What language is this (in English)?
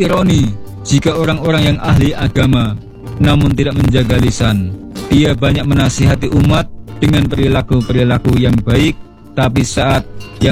Indonesian